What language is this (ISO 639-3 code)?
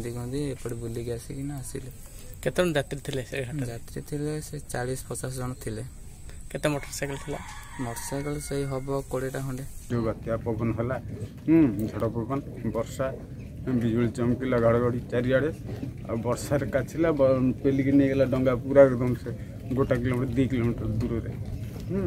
ori